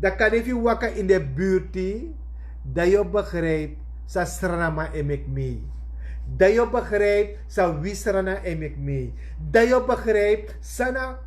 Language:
Sranan Tongo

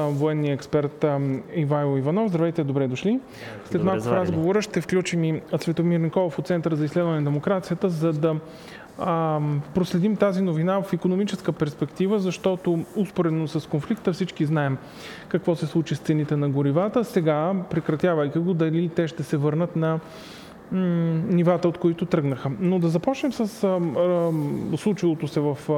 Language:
Bulgarian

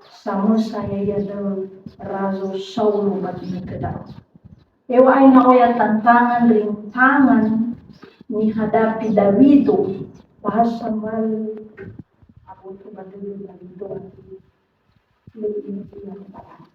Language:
Nias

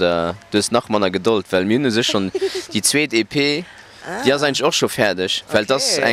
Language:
Luxembourgish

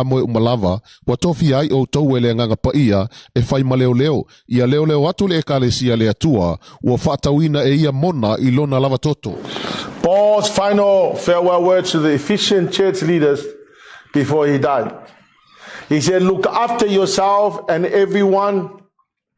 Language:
Samoan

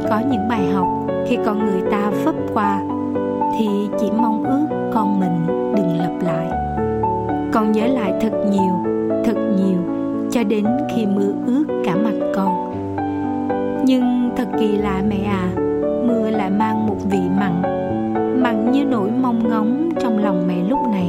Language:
Vietnamese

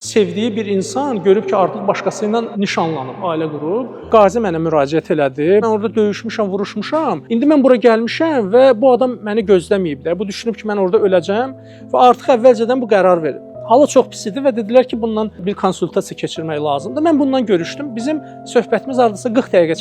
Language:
Azerbaijani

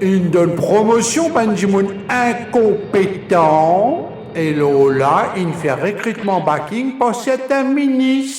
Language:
Morisyen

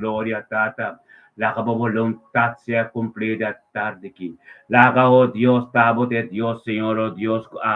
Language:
Papiamento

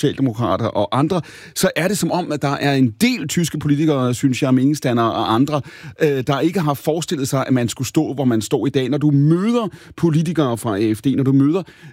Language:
Danish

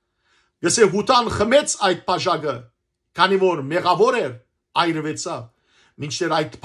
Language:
Western Armenian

